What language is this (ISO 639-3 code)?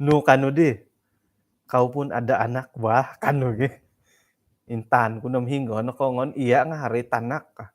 dtp